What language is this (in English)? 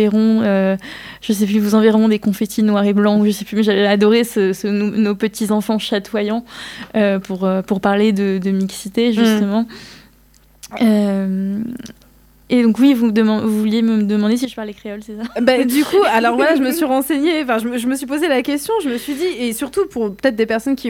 French